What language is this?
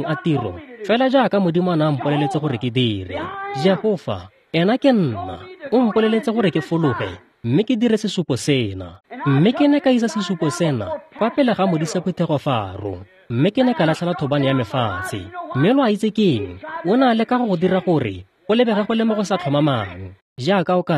Tswana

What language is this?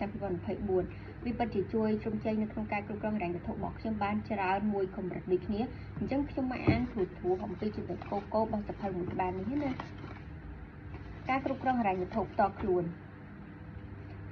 Khmer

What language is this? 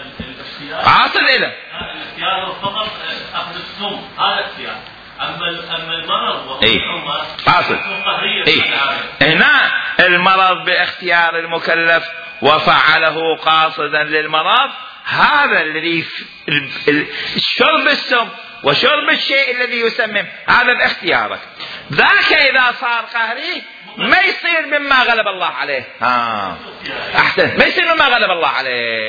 Mesopotamian Arabic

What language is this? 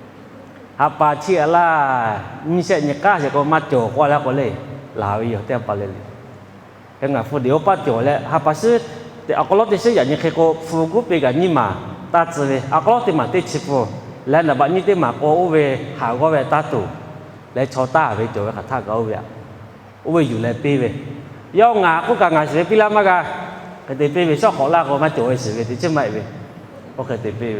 Lahu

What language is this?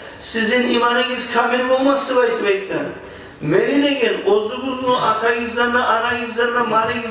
Kumyk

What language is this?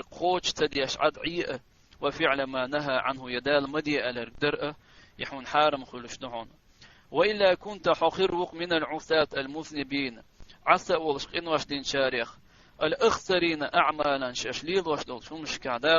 Chechen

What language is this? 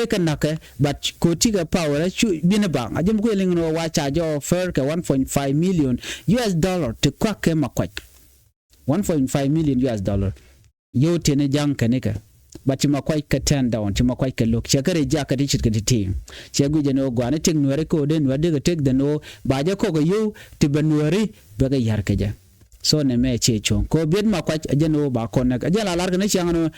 Nuer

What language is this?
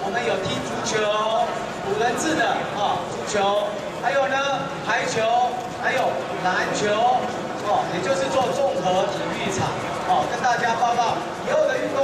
Chinese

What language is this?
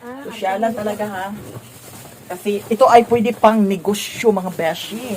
Cebuano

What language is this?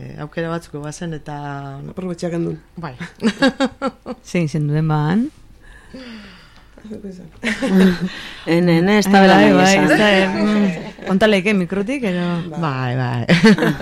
Basque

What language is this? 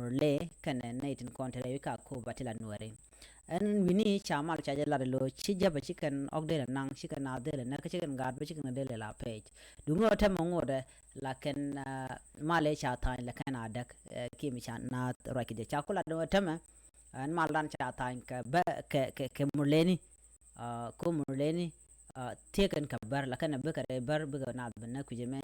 Nuer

